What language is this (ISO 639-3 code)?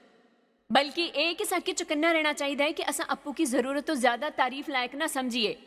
doi